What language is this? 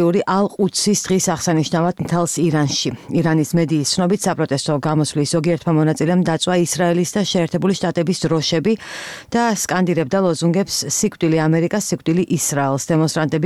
Georgian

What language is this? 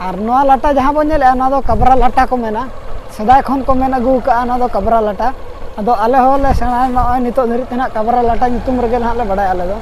Santali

